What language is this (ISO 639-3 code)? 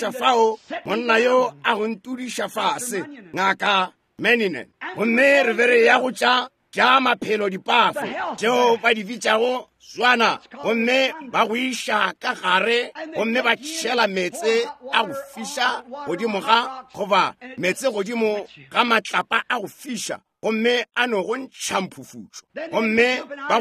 nso